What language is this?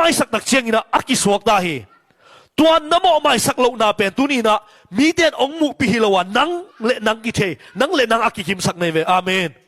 Tedim Chin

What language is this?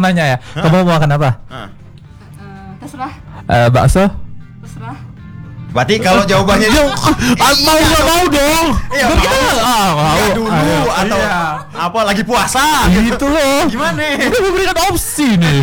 Indonesian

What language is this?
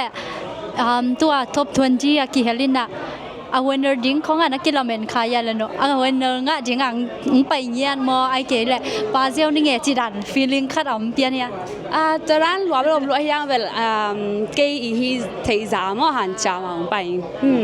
Tedim Chin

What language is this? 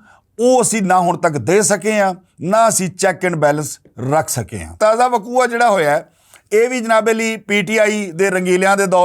Western Panjabi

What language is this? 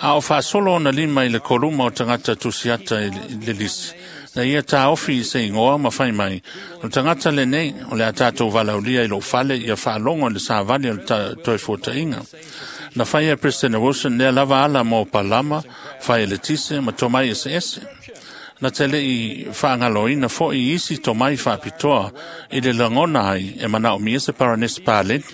Samoan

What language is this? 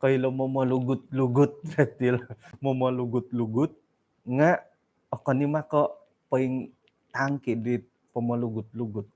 Central Dusun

